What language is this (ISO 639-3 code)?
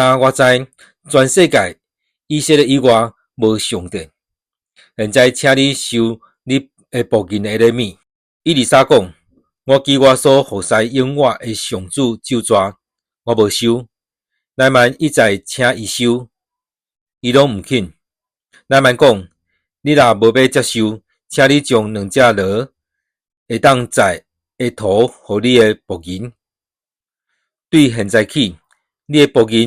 nan